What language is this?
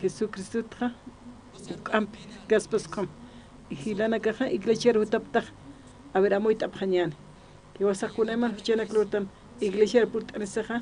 Aymara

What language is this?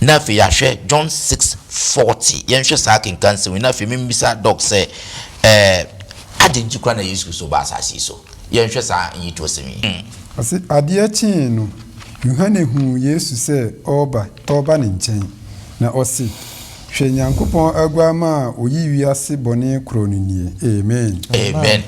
Akan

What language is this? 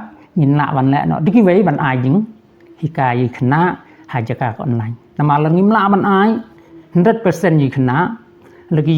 Khasi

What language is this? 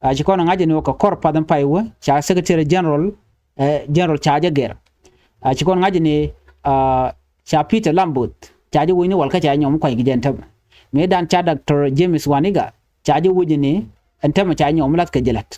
Nuer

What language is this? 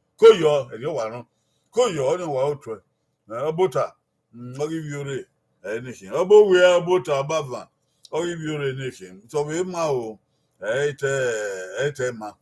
Bini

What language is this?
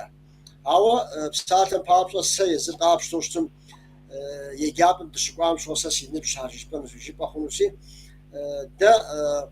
Kabardian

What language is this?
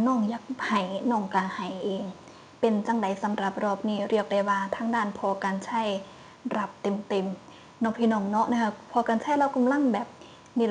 Northeastern Thai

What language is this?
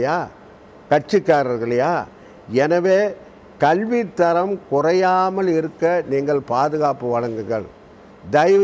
Tamil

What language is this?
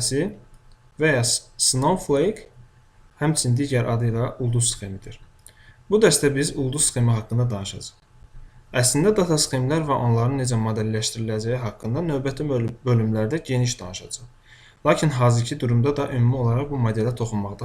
Azerbaijani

